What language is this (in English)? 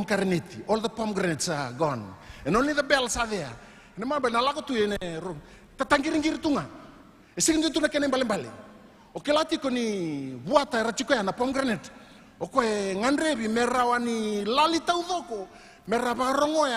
Fijian